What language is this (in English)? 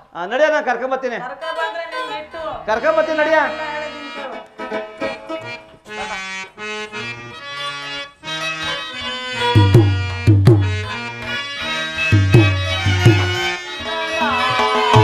Kannada